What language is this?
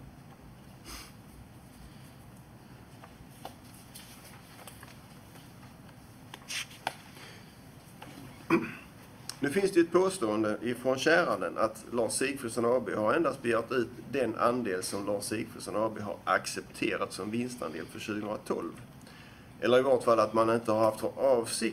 Swedish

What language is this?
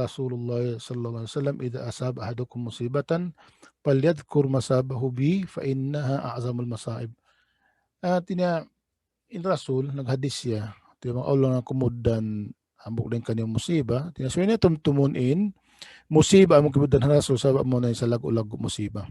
Tausug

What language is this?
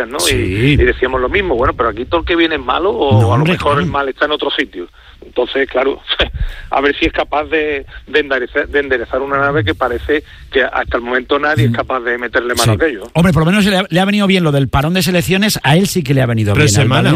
Spanish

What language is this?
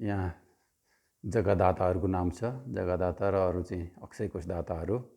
Nepali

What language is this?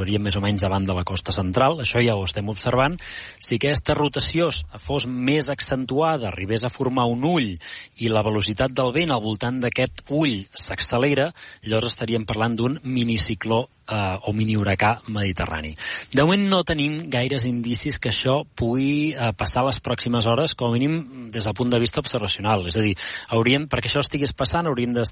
Catalan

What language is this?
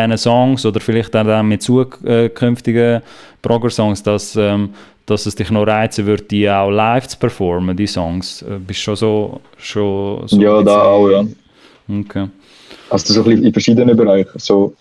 Swiss German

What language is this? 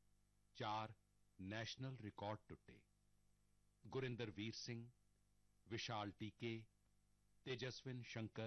Punjabi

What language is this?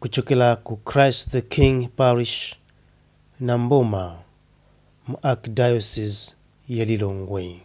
Nyanja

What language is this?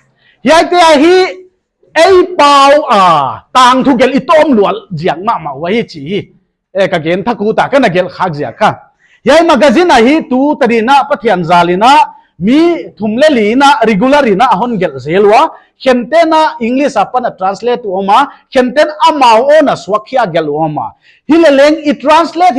Paite Chin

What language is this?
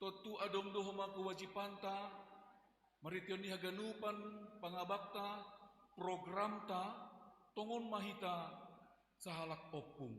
Batak Simalungun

